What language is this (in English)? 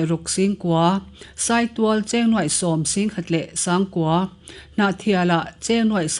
Mizo